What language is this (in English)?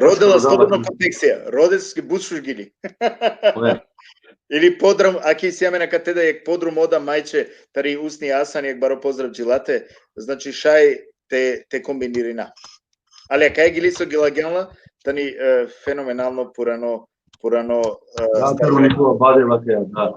Balkan Romani